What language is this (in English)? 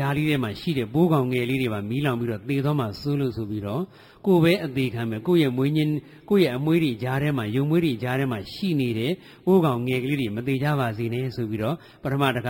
Burmese